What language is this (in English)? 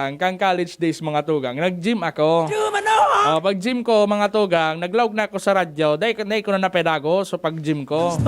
Bikol